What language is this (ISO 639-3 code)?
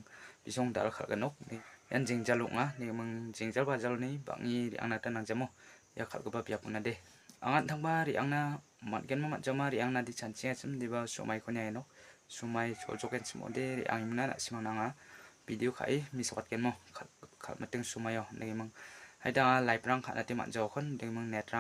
grt